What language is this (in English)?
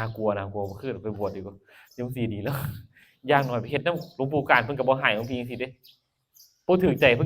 Northeastern Thai